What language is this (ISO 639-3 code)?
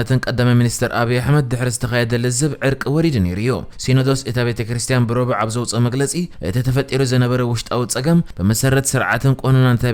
tir